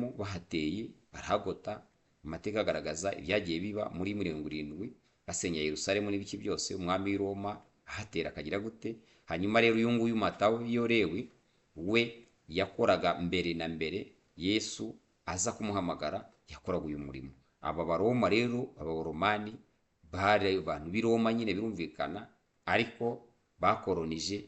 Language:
Kinyarwanda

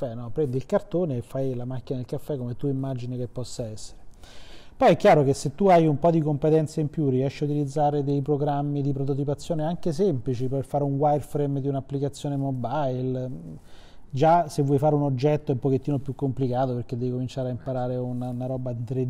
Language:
Italian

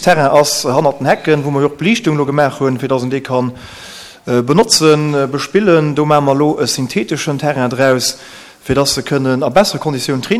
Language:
Luxembourgish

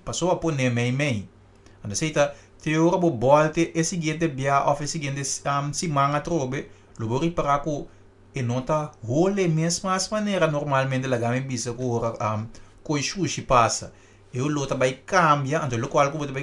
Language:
Papiamento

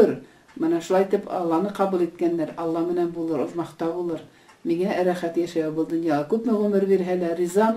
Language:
Bashkir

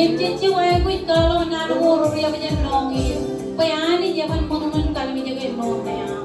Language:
Marshallese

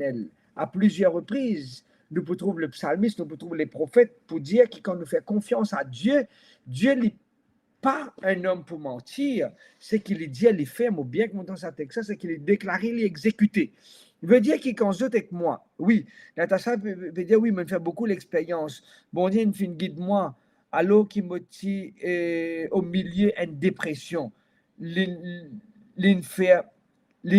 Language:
Morisyen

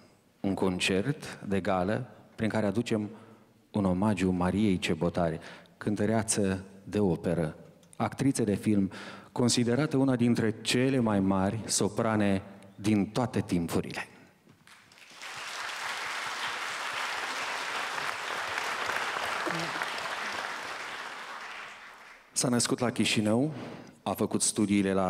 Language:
Romanian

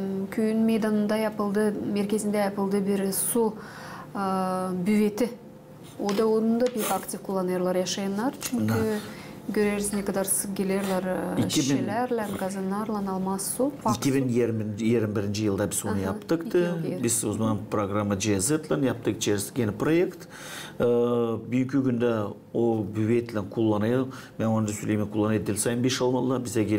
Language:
Gagauz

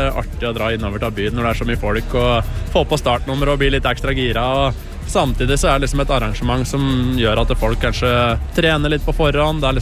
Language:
Norwegian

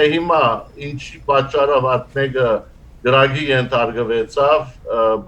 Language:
Western Armenian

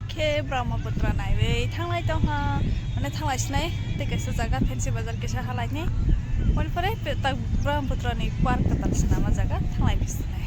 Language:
Kok Borok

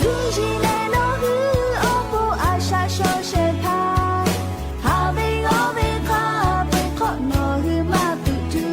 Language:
Lahu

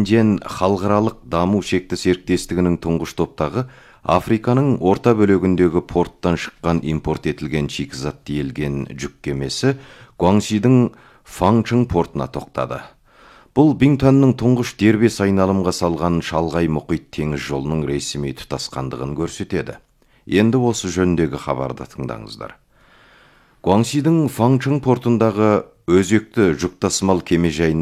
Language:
Kazakh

